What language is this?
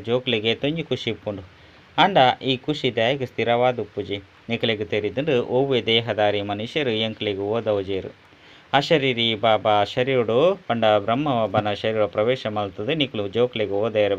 Tulu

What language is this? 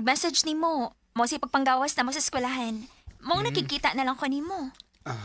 Cebuano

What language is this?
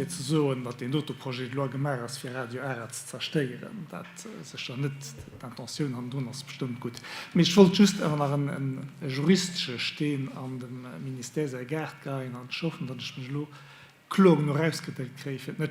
Luxembourgish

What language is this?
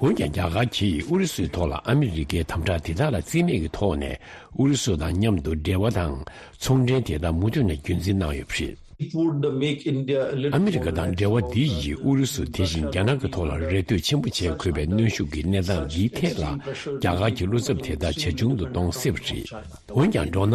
Tibetan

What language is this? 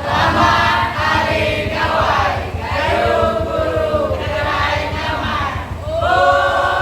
Iban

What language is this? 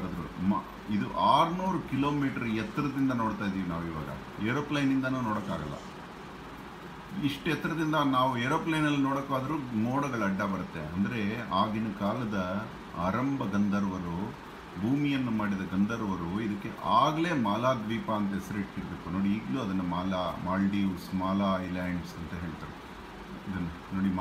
Kannada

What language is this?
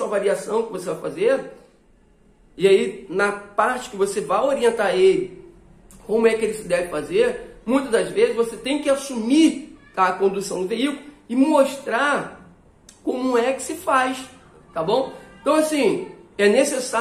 Portuguese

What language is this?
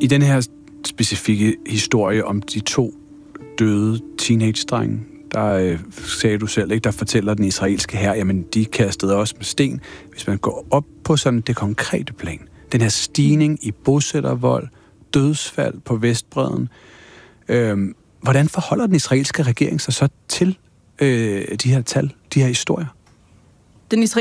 Danish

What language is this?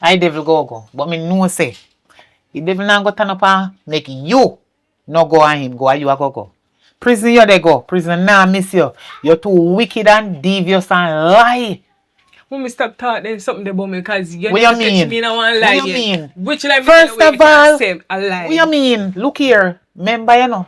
Jamaican Creole English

